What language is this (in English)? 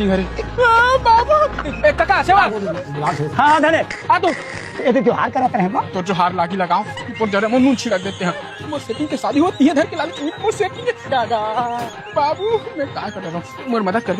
Chhattisgarhi